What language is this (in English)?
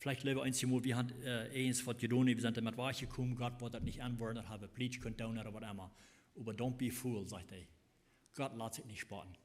Plautdietsch